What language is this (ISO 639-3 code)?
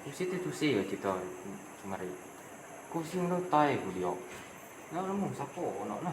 iba